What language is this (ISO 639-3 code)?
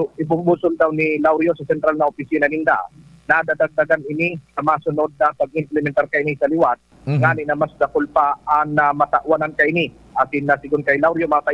bik